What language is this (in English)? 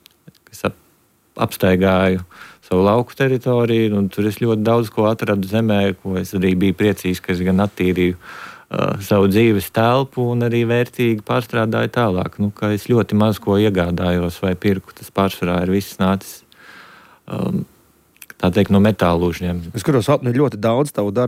Latvian